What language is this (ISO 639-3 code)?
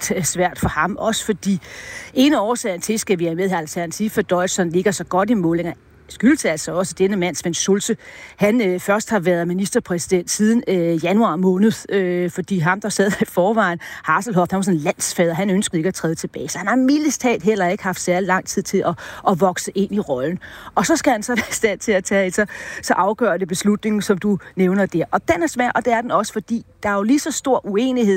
dan